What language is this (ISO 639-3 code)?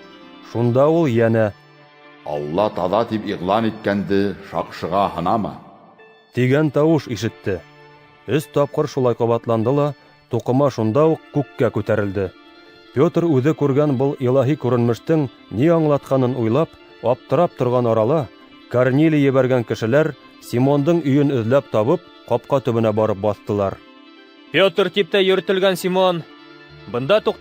bak